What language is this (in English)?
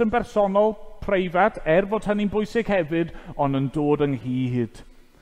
Welsh